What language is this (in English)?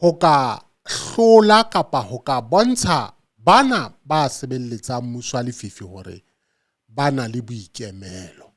Southern Sotho